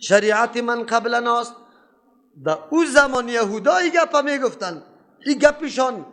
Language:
Persian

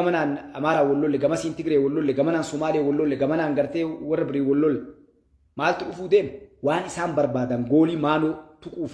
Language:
Oromo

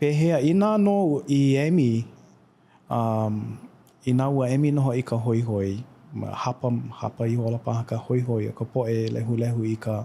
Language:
Hawaiian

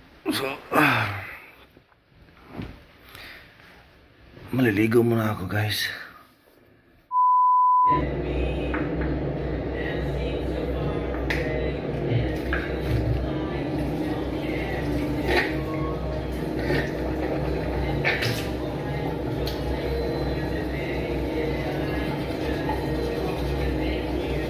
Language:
Filipino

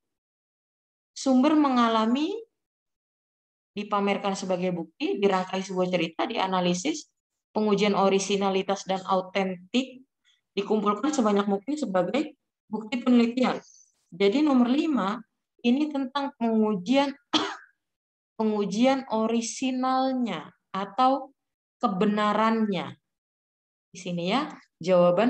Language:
Indonesian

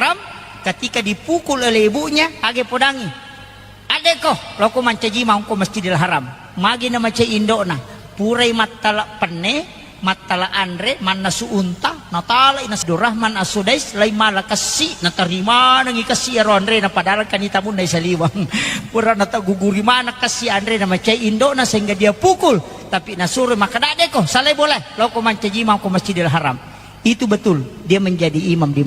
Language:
Buginese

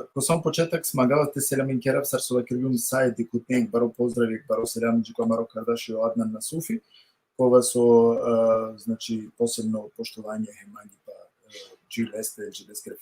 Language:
Balkan Romani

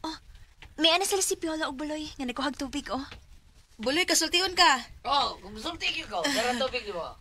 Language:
Cebuano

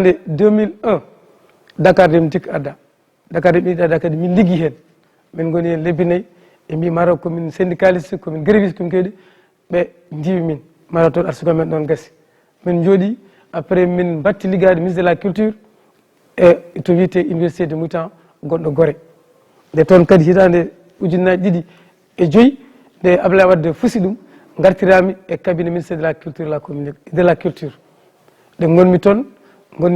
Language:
Fula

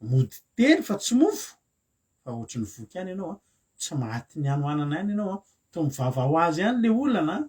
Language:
Malagasy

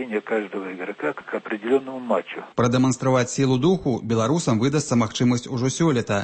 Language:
Belarusian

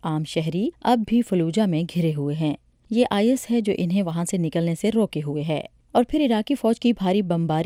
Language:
Urdu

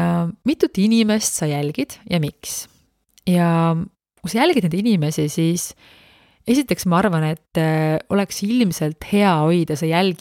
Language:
Estonian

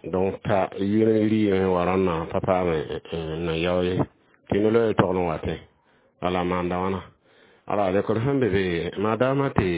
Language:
Mossi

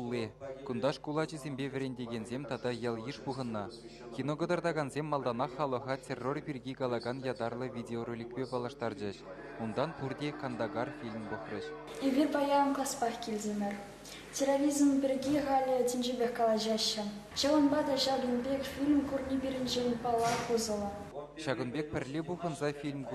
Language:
Chuvash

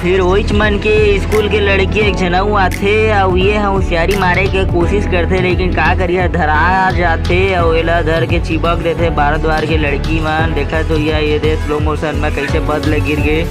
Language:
Chhattisgarhi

